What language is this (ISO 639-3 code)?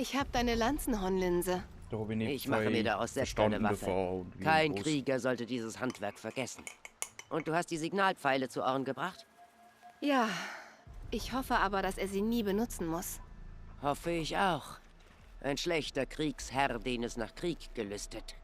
bar